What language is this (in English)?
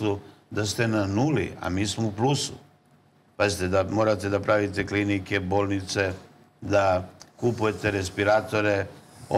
Serbian